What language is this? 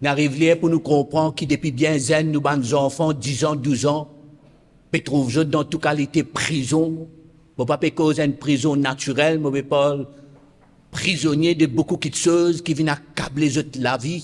Morisyen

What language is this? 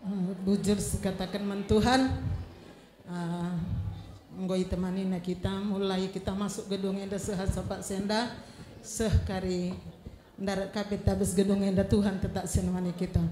Batak Karo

